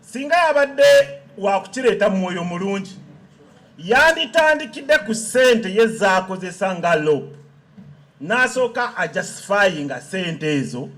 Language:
Ganda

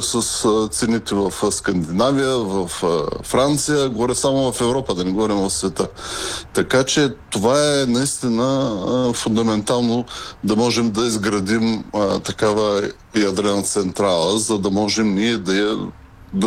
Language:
Bulgarian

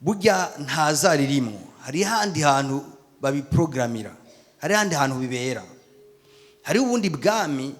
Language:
Rundi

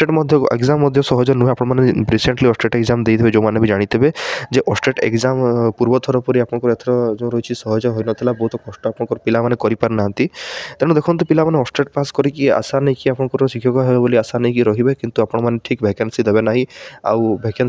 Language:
Odia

